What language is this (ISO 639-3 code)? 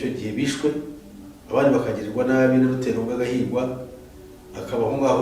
kin